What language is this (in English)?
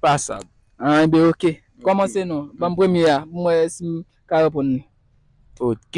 Haitian Creole